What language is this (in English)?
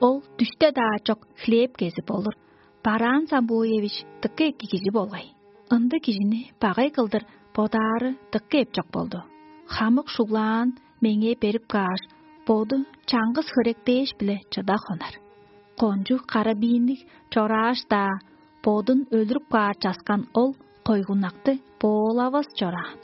Tuvinian